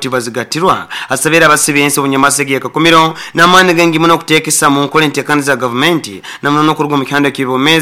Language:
Nyoro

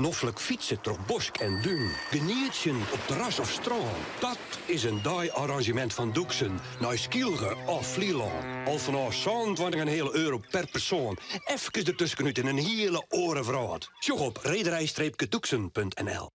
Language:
Western Frisian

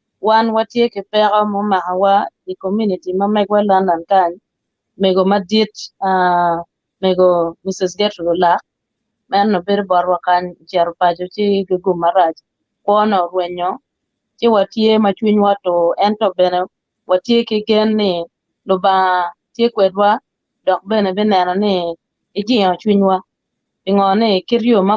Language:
Acoli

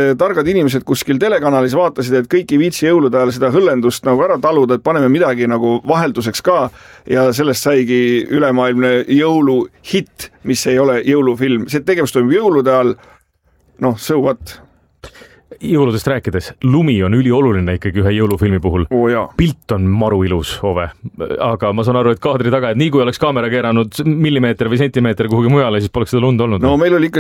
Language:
Estonian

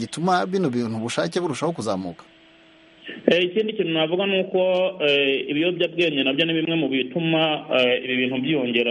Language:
Kinyarwanda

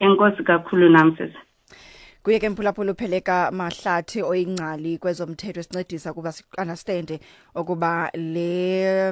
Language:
Xhosa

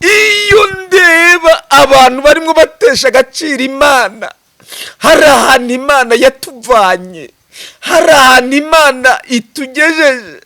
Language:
Kinyarwanda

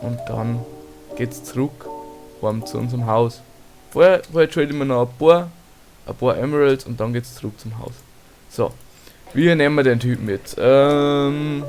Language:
Bavarian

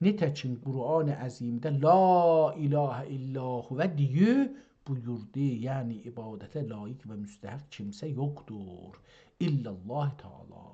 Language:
South Azerbaijani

